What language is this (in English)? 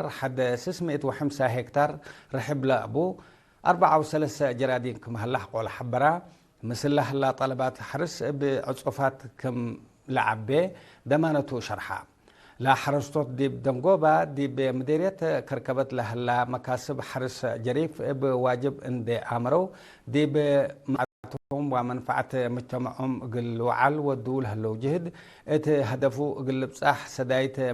Tigre